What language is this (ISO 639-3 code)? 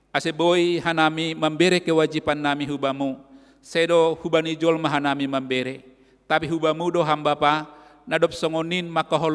bts